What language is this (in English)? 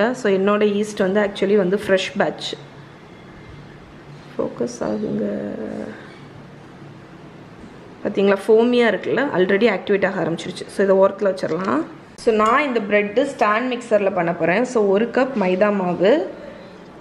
Tamil